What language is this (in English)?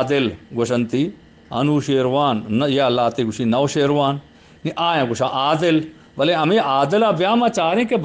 Eastern Balochi